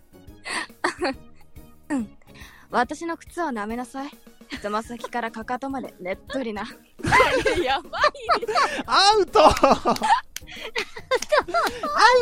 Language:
Japanese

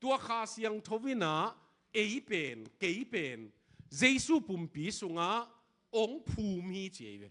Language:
Tedim Chin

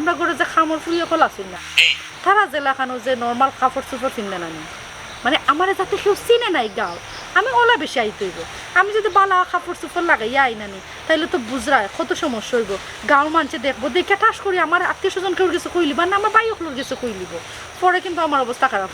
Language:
Sylheti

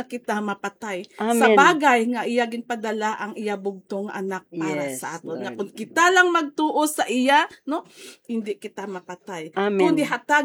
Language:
Hiligaynon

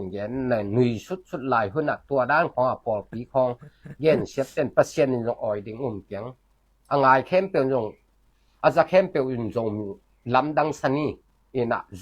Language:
Tedim Chin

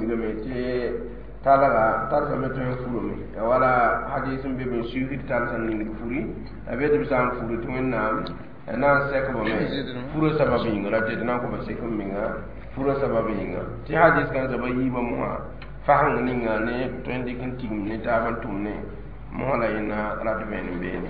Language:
Mossi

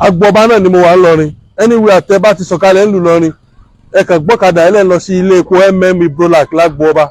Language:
Yoruba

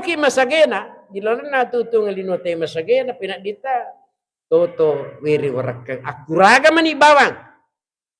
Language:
Buginese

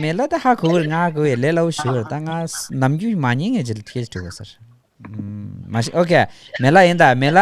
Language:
Tibetan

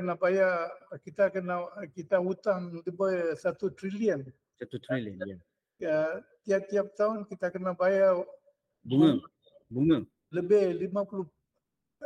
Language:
Malay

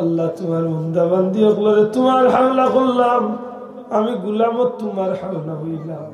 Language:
Sylheti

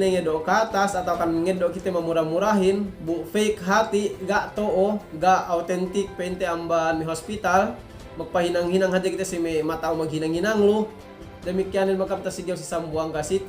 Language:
Yakan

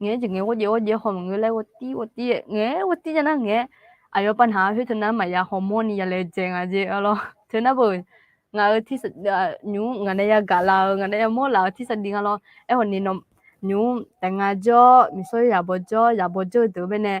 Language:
Akha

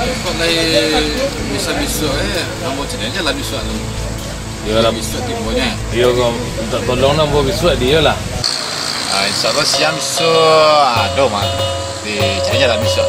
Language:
Minangkabau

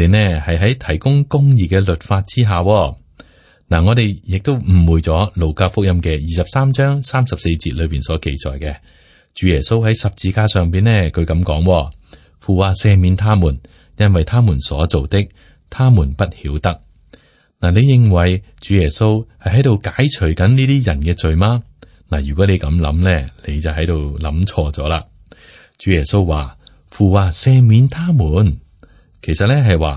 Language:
Cantonese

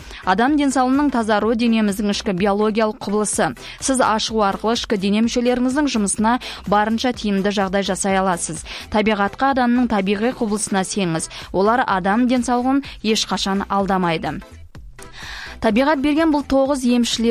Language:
Kazakh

